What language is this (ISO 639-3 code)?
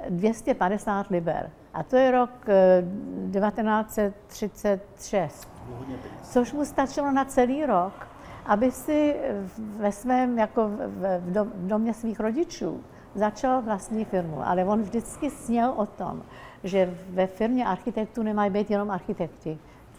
ces